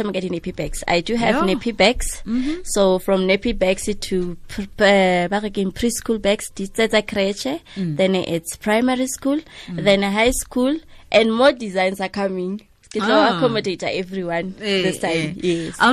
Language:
Tswana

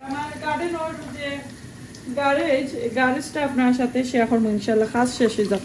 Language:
Sylheti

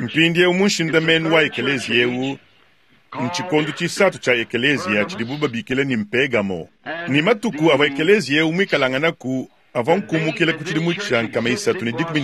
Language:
Luba-Lulua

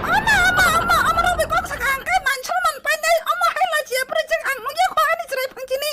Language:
Kok Borok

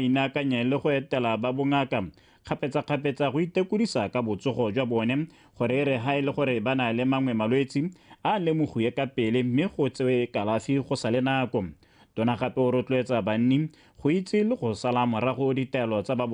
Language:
Tswana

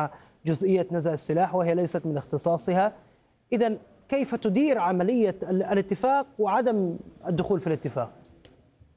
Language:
Arabic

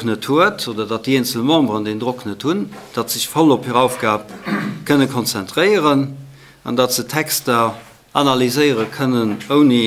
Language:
Luxembourgish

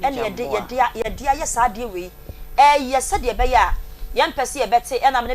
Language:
Akan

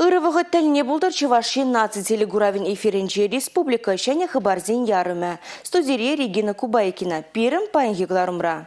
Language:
Chuvash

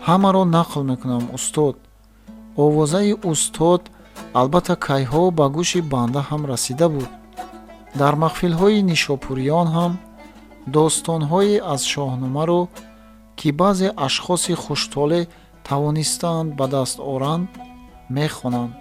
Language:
Tajik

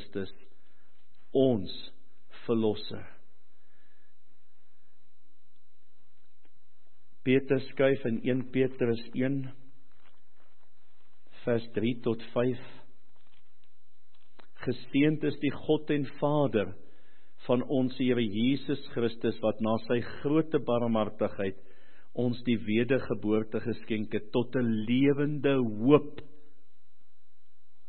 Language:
Afrikaans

